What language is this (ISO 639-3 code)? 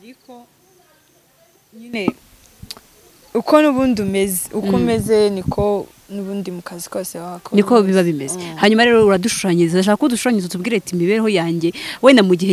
kin